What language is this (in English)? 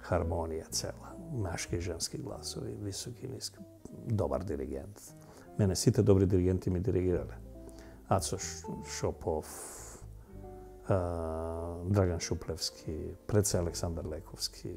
Macedonian